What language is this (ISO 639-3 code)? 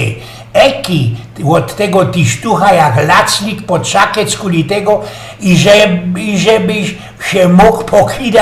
szl